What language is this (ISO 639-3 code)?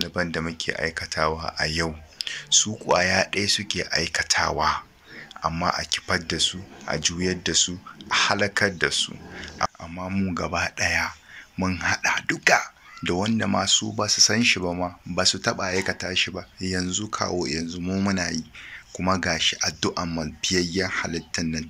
hau